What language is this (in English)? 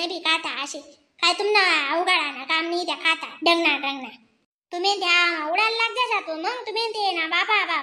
Khandesi